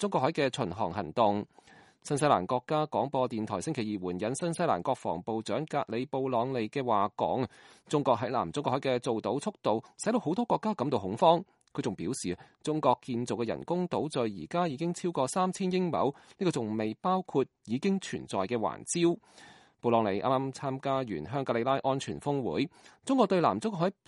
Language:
Cantonese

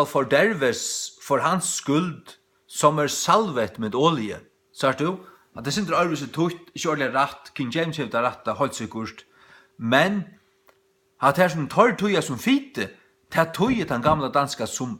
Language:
Faroese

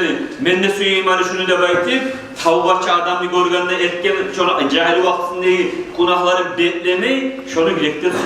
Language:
Kumyk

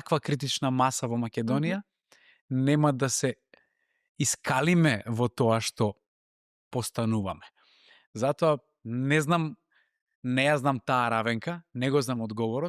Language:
Macedonian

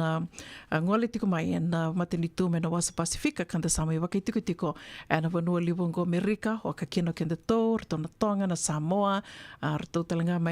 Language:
Fijian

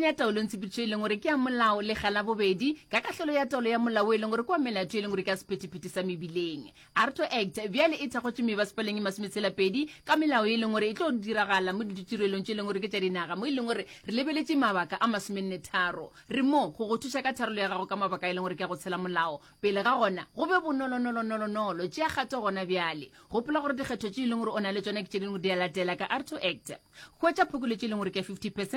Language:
Northern Sotho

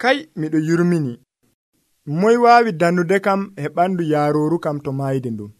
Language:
Nigerian Fulfulde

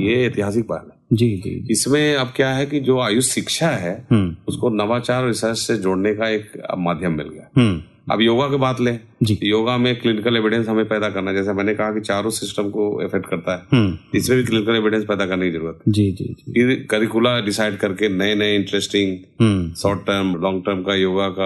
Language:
Hindi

